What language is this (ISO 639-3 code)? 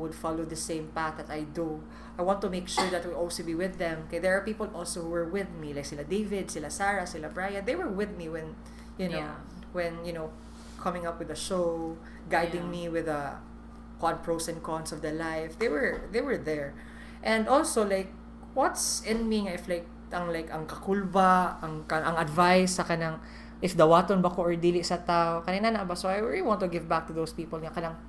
ceb